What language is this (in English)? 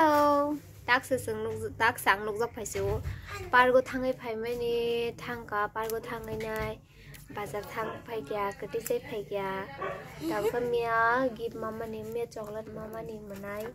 Kok Borok